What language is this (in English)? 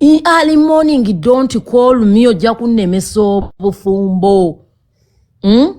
Ganda